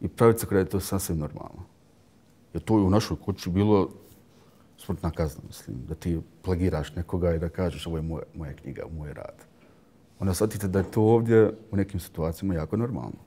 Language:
Bosnian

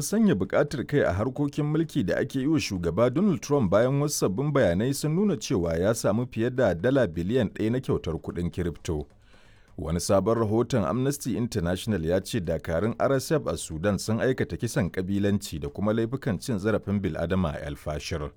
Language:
Hausa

